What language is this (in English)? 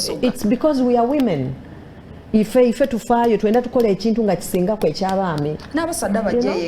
Soga